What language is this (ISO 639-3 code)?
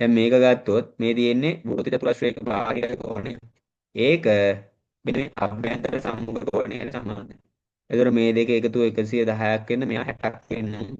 sin